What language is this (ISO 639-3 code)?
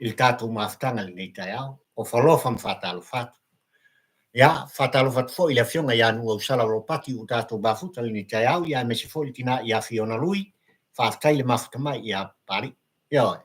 smo